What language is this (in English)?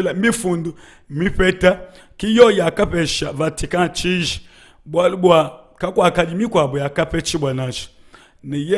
Luba-Lulua